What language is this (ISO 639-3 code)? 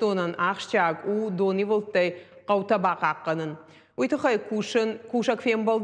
oss